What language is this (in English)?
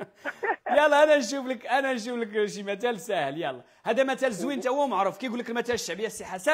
Moroccan Arabic